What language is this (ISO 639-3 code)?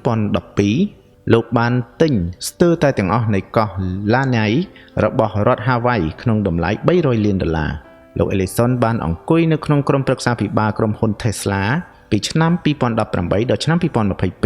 khm